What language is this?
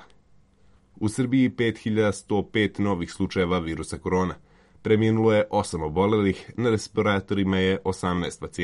Serbian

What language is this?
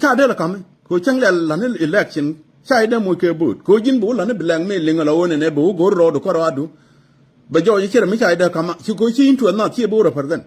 Nuer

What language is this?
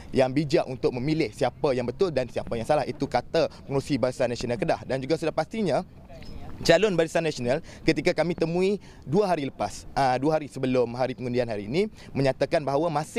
Malay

